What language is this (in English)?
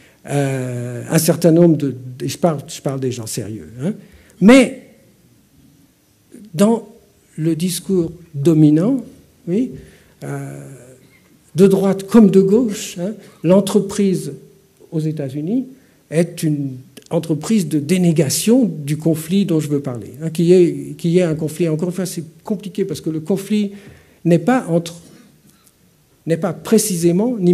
French